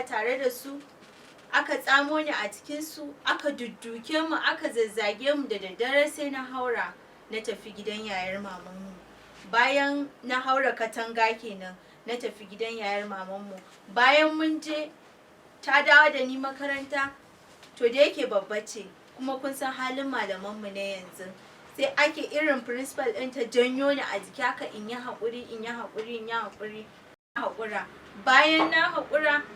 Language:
Hausa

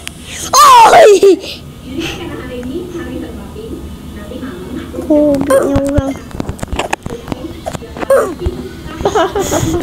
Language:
Malay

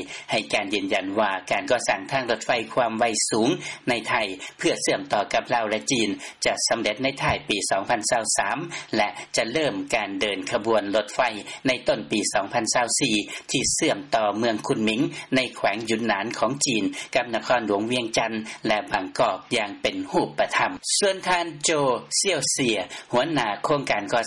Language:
Lao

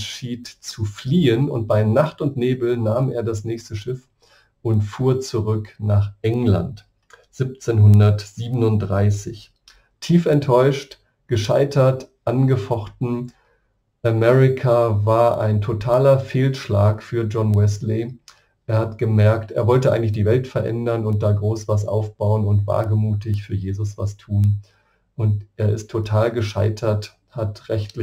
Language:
German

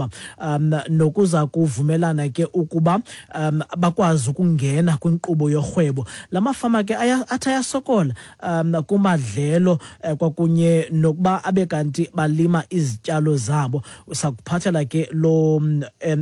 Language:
Xhosa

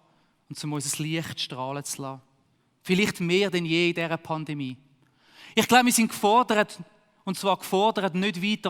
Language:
Swiss German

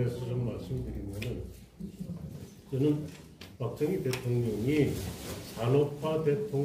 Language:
Korean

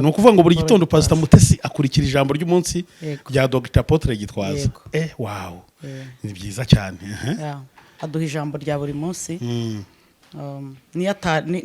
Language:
Kinyarwanda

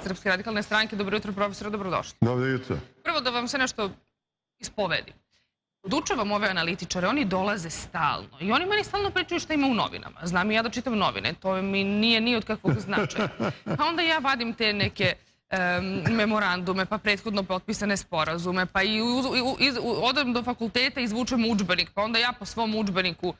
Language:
Serbian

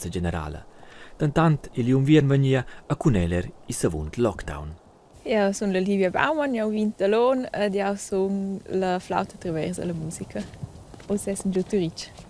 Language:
Romansh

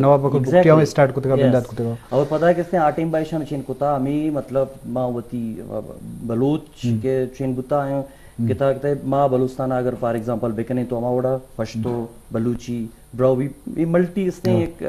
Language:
Eastern Balochi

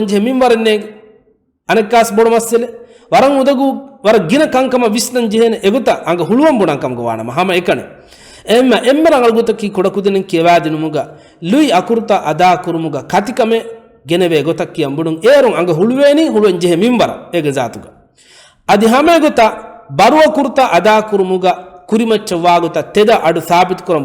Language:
Divehi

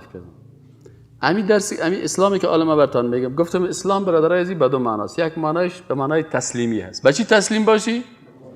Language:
Persian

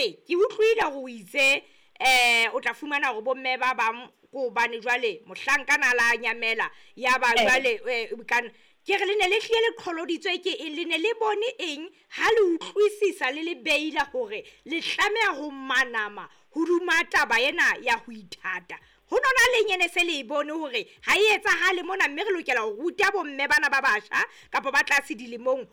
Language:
Southern Sotho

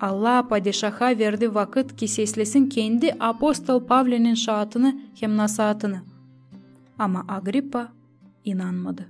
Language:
Gagauz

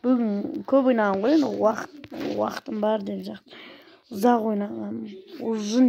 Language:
Kazakh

